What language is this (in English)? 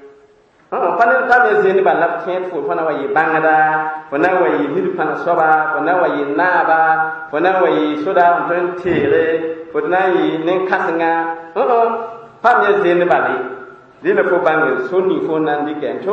Mossi